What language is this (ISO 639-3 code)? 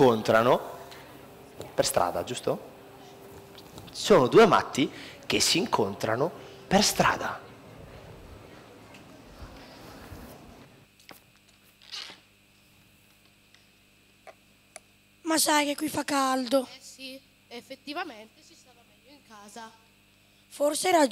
ita